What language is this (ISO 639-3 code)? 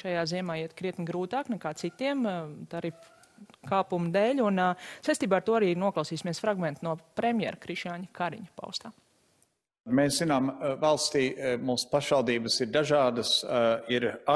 lav